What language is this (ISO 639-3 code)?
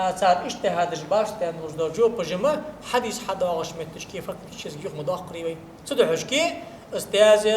inh